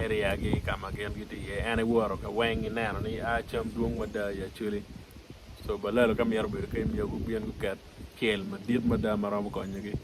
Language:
Acoli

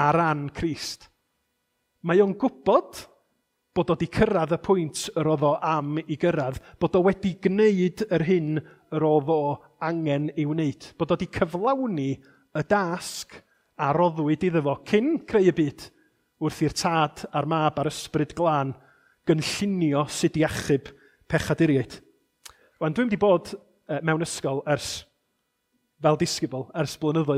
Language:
Welsh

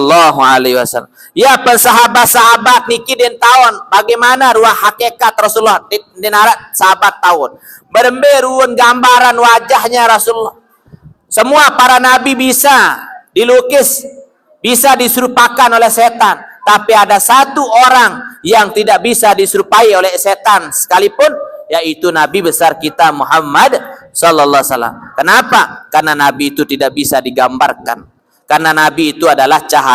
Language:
Sasak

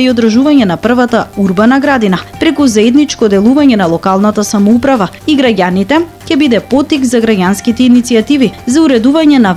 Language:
Macedonian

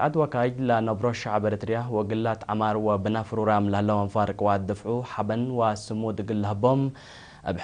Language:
Tigre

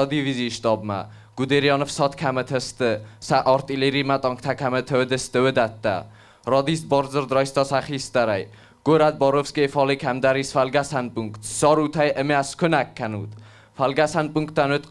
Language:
Ossetic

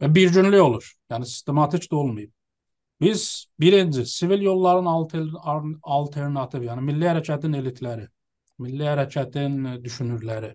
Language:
South Azerbaijani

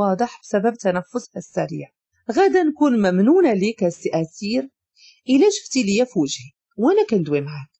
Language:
Moroccan Arabic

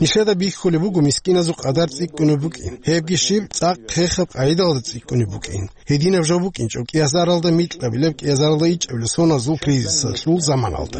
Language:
Avaric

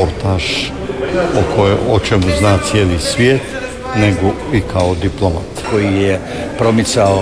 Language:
Croatian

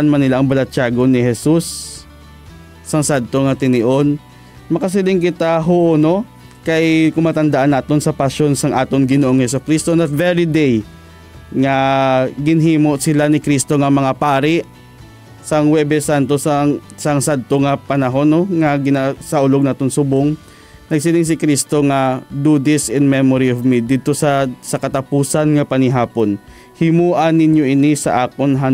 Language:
Hiligaynon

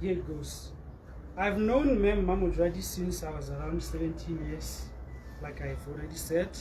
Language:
Tswana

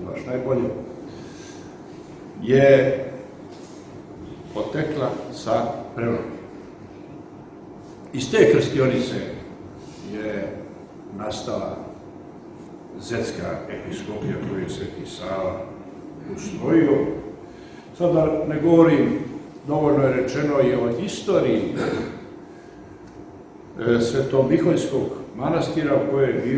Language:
Serbian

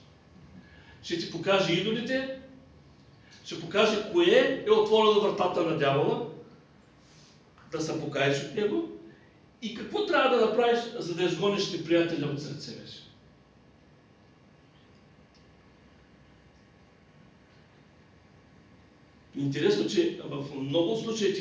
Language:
Bulgarian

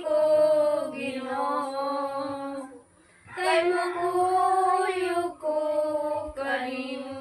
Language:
Cebuano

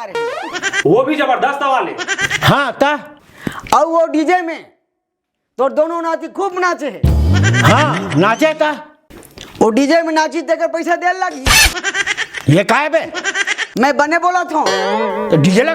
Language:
Chhattisgarhi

